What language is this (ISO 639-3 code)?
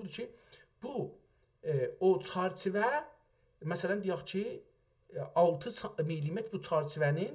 azb